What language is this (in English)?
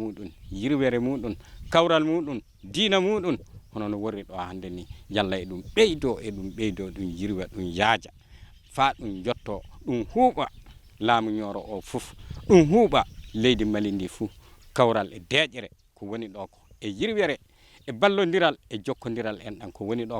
Fula